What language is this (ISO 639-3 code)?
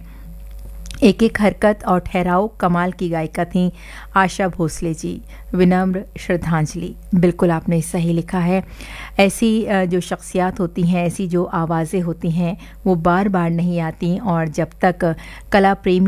hin